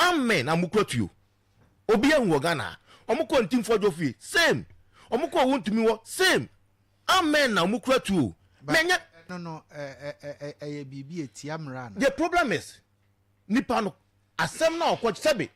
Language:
Akan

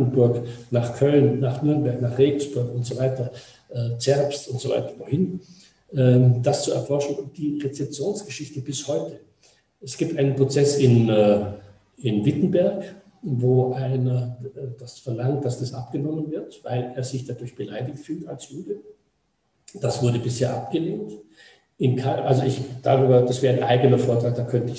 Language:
German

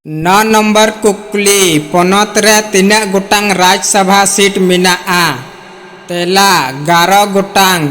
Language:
Santali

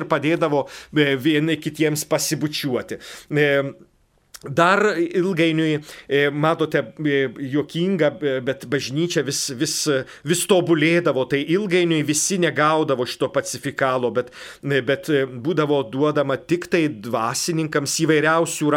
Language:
Lithuanian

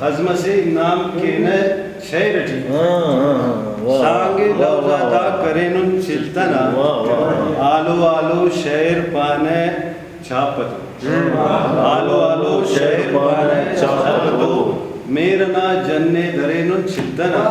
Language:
Brahui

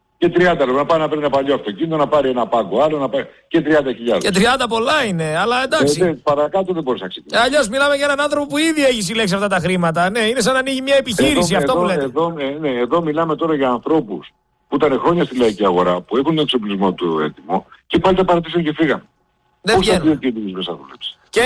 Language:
Greek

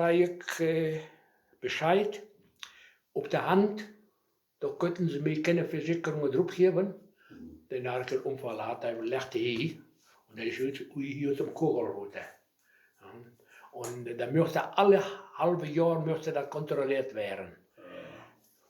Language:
Westphalien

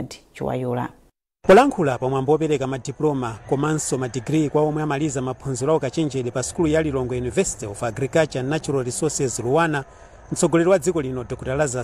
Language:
Nyanja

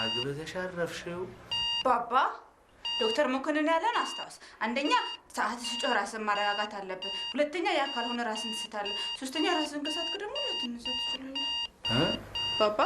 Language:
Amharic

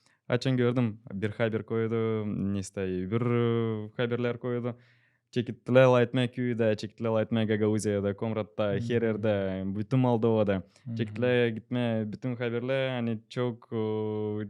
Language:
Gagauz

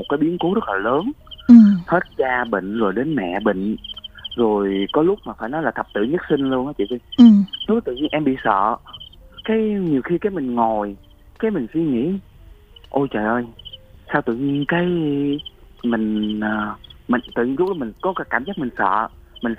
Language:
Vietnamese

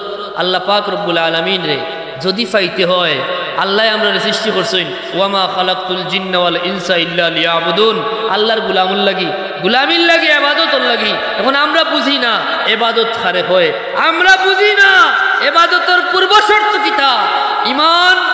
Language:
Sylheti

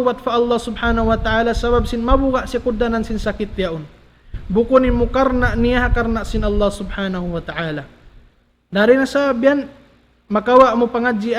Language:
Tausug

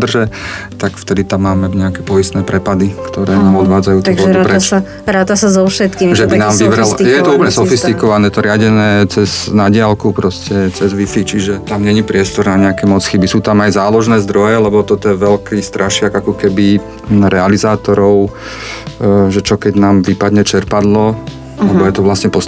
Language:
Slovak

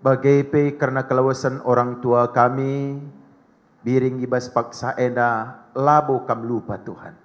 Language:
Batak Karo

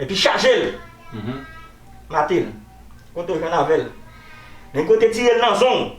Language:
Haitian Creole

